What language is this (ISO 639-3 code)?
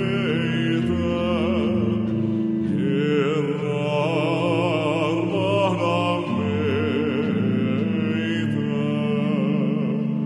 fin